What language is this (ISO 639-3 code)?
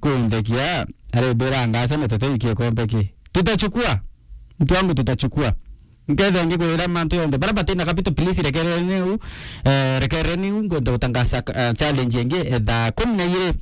mer